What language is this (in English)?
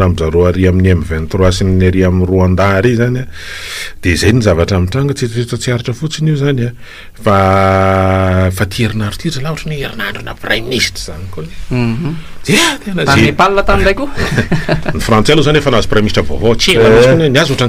Malagasy